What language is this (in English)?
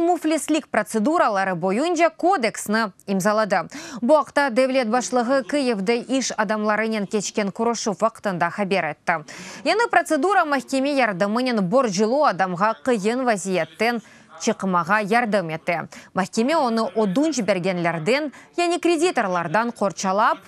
Crimean Tatar